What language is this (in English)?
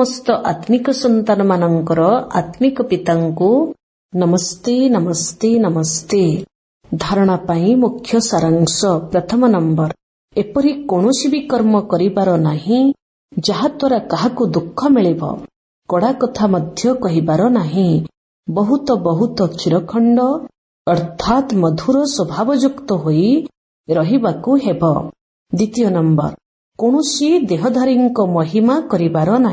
Odia